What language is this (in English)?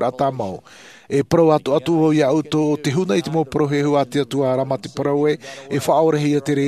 Tahitian